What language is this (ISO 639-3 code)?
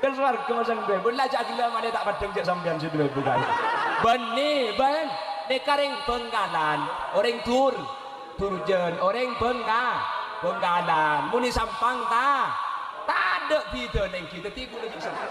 mad